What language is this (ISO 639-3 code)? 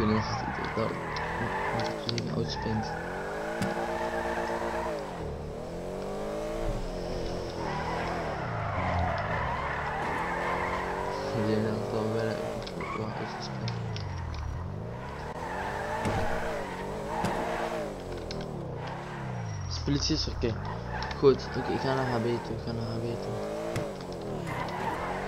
nld